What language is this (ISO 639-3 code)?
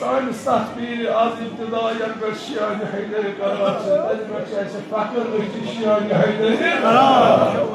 kas